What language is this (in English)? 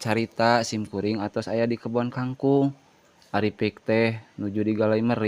Sundanese